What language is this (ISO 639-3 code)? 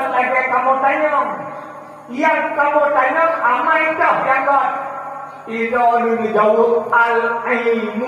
ace